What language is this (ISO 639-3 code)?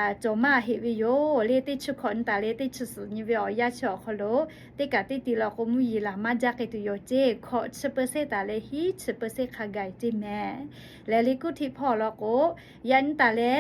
lhu